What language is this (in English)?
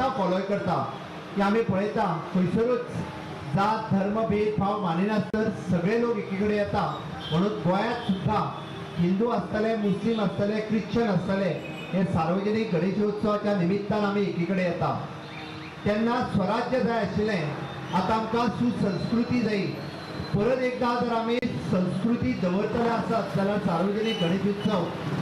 Konkani